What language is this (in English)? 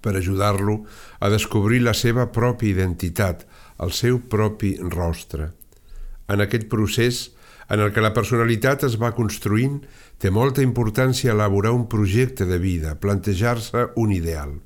Catalan